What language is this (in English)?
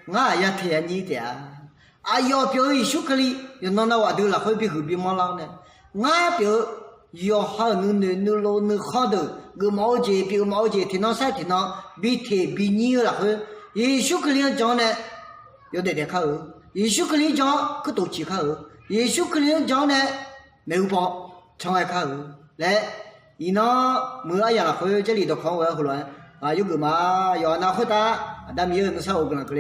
Akha